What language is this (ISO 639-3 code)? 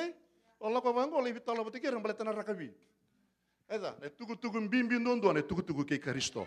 fij